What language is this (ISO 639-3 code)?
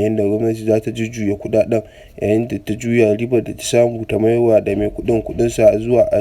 hau